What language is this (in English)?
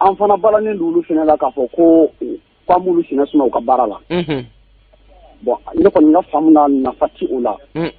Bambara